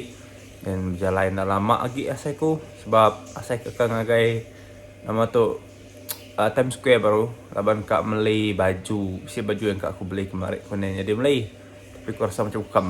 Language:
Iban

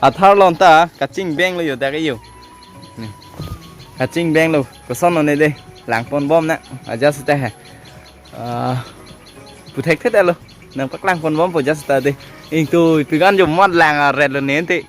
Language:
Karbi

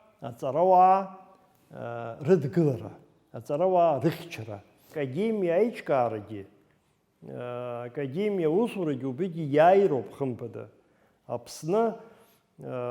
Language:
Abkhazian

